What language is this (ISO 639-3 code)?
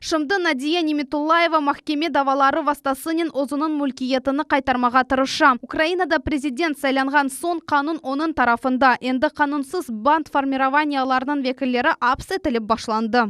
crh